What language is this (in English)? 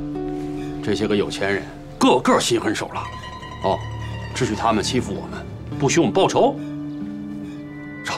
Chinese